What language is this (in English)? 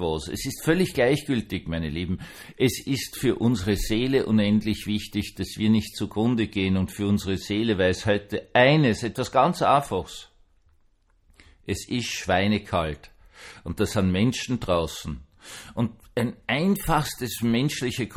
German